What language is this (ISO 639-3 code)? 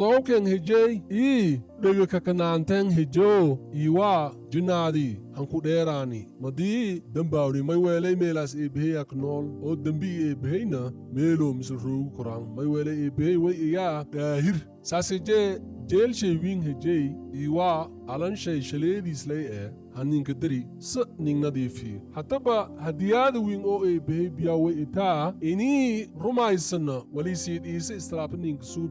som